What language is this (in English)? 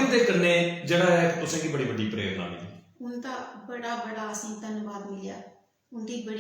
Dogri